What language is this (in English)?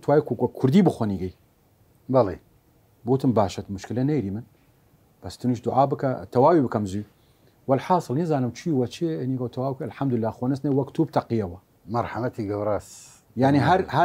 Southern Kurdish